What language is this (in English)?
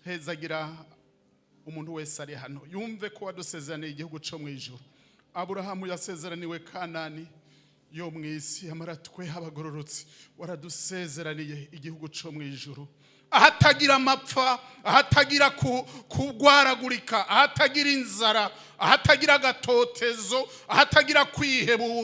Rundi